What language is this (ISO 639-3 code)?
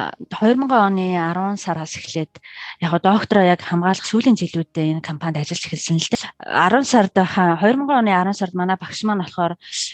mon